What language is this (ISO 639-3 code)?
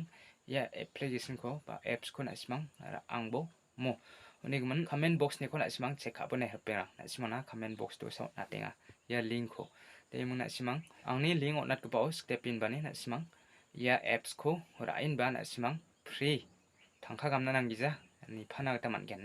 grt